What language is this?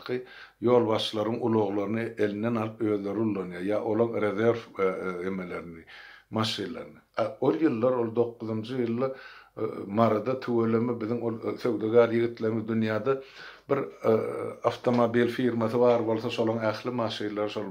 Turkmen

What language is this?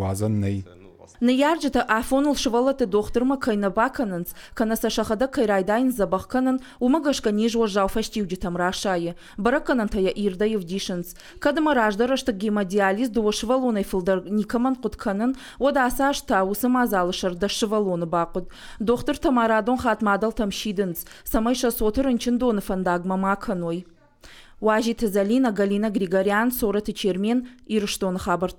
Ossetic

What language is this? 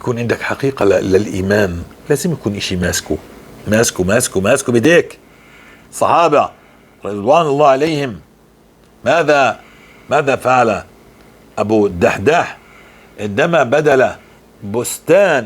North Levantine Arabic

